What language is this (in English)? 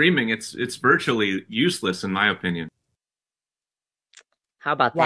English